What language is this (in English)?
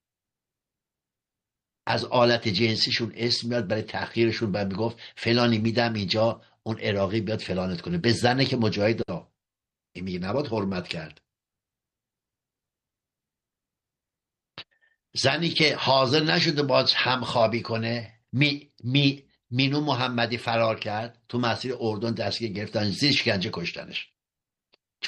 Persian